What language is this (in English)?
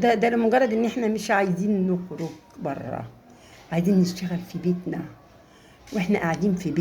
Egyptian Arabic